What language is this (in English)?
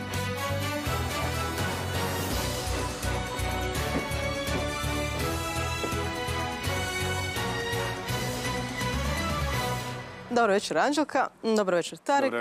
Croatian